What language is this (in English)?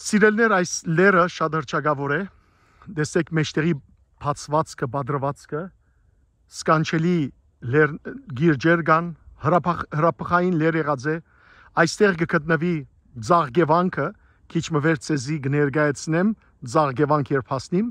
Western Armenian